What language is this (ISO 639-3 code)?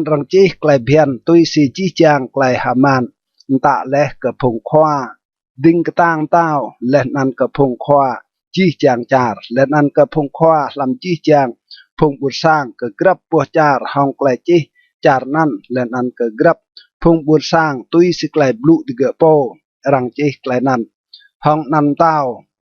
rad